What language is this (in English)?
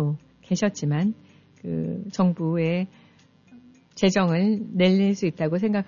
Korean